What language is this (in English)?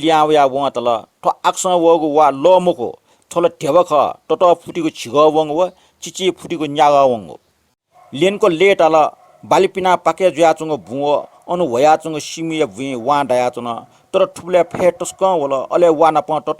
Newari